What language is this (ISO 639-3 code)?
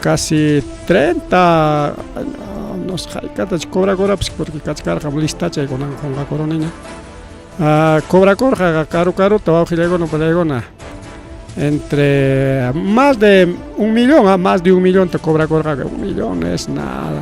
quy